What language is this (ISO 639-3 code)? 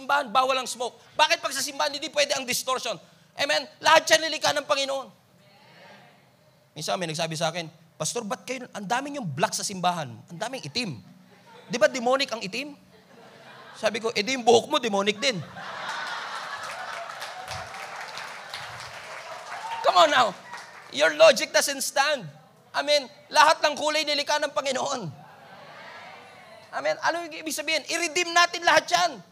fil